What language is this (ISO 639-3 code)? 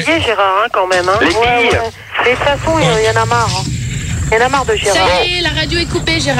fra